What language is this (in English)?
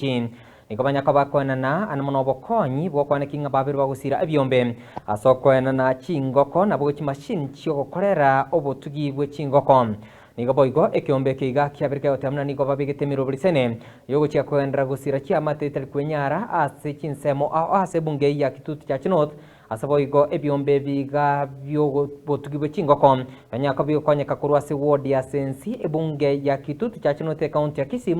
Gusii